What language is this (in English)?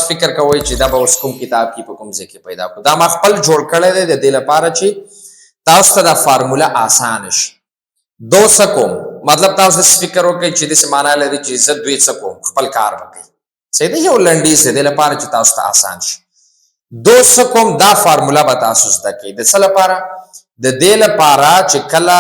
Pashto